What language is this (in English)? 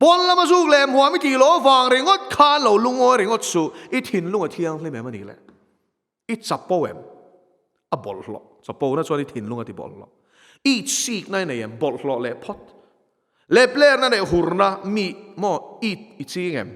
Mizo